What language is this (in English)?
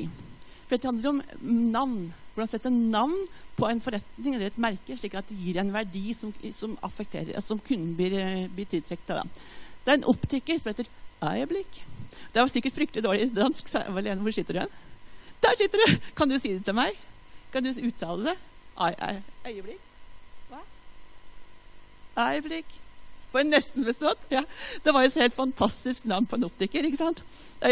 Norwegian